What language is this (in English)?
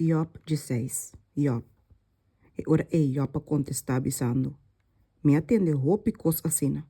Papiamento